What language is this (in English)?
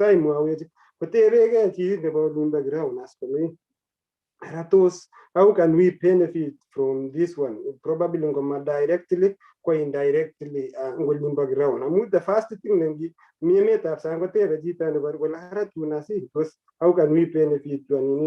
Kalenjin